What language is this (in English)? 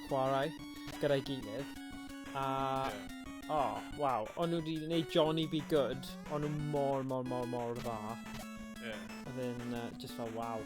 Welsh